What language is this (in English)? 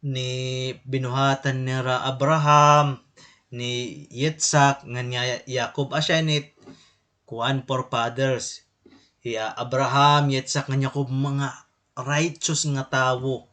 Waray